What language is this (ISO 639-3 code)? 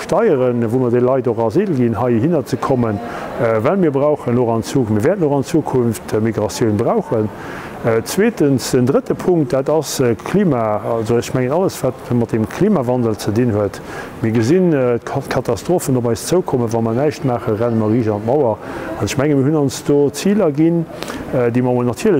ltz